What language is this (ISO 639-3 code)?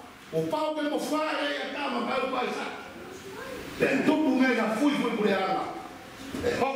ton